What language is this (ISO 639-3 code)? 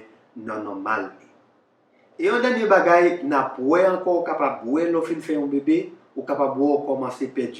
hat